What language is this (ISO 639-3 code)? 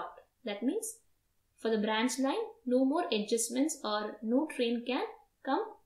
eng